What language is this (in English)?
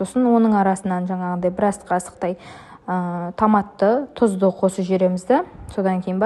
Kazakh